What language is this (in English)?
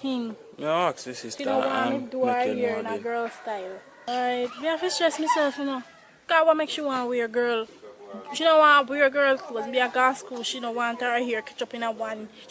Jamaican Creole English